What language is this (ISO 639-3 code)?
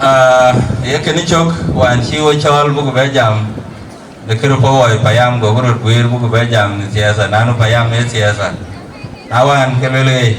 din